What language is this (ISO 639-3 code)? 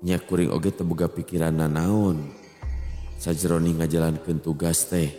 sun